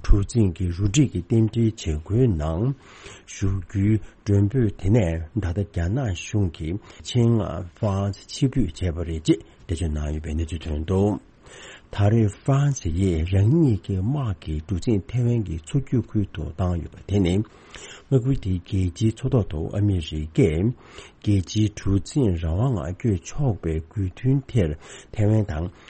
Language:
Tibetan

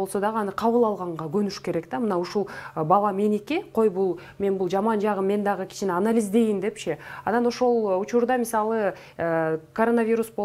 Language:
Kyrgyz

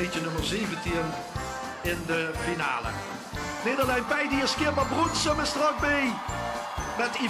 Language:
Limburgish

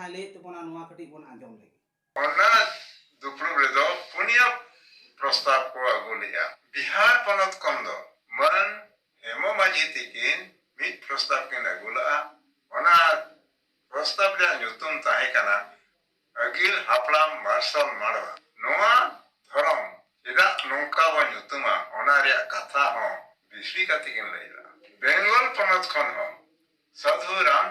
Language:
Santali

